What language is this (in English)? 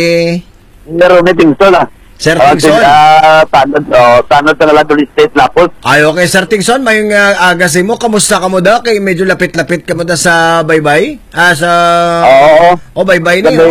Hiligaynon